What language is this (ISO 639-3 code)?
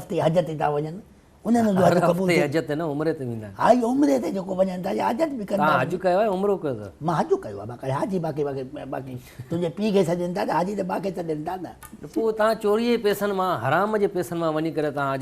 snd